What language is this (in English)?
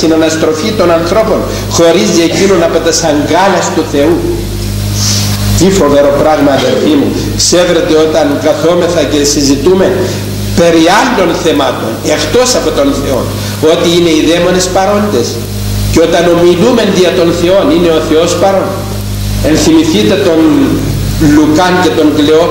Greek